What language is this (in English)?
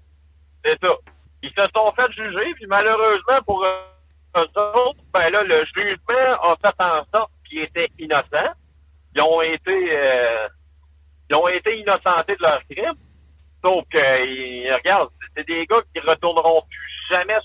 French